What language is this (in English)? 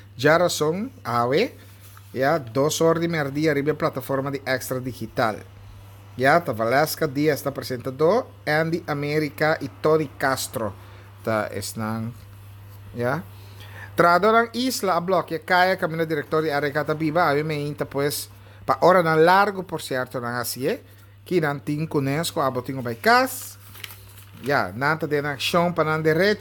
Papiamento